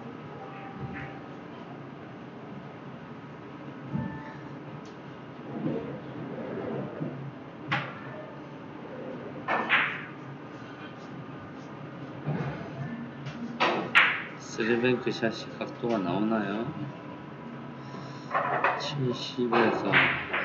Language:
Korean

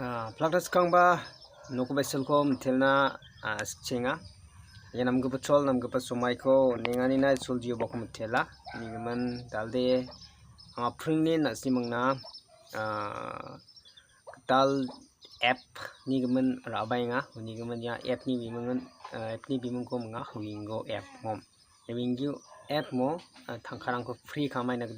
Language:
Garo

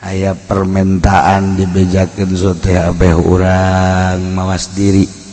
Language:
Sundanese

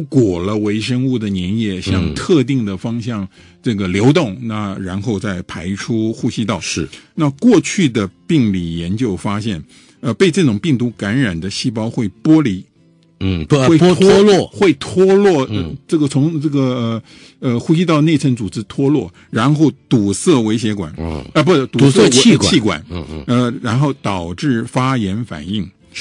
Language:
Chinese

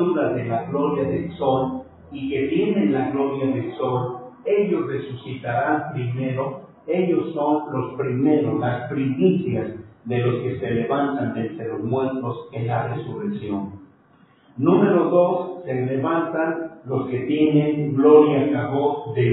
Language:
Spanish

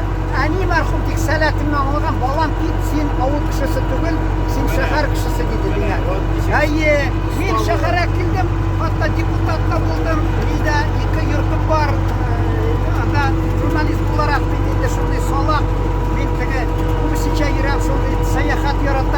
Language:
Tatar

